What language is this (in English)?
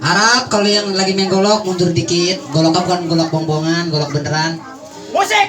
Betawi